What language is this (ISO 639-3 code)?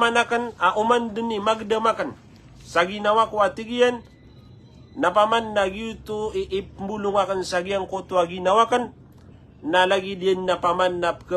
mrw